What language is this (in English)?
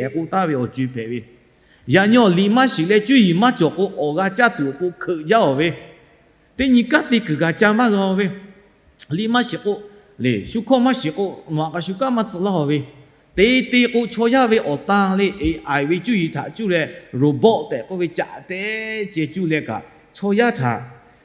Lahu